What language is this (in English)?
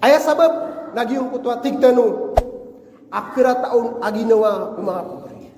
Maranao